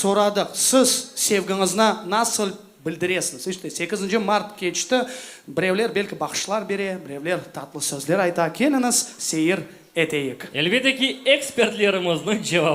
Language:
Crimean Tatar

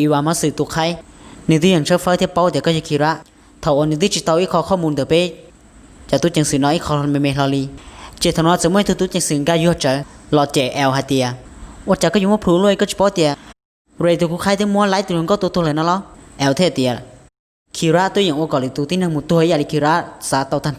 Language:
Hmong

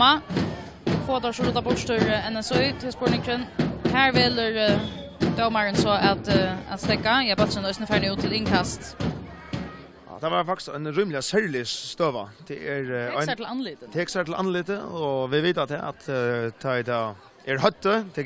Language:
Faroese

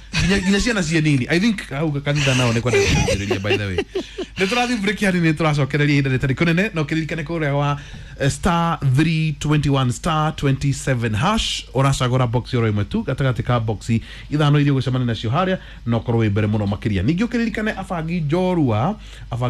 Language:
Kikuyu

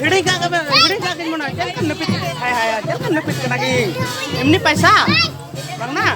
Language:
Santali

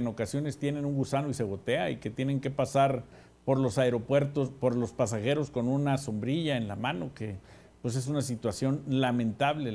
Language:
Spanish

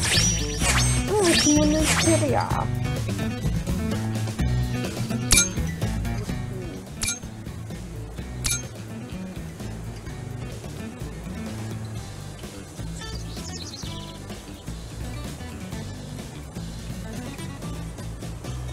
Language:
Japanese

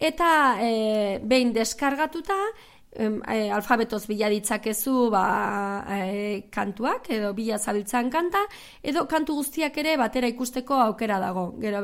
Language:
Basque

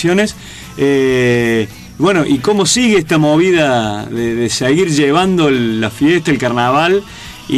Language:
Spanish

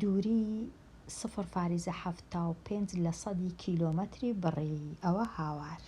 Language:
Central Kurdish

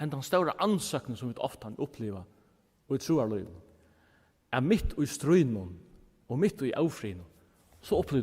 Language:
Faroese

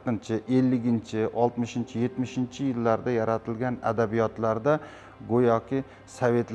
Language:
Uzbek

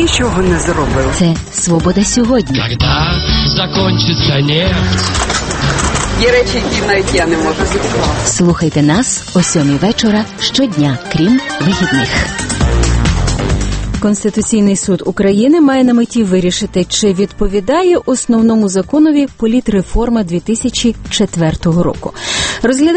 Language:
Ukrainian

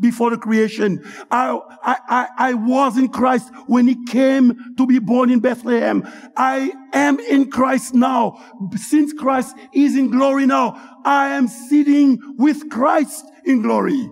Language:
Haitian Creole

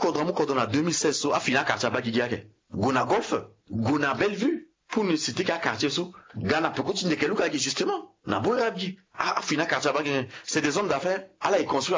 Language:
Sango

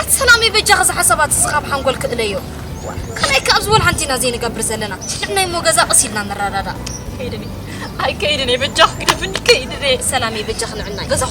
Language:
Tigrinya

